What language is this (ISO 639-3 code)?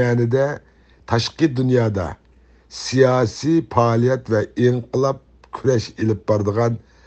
uig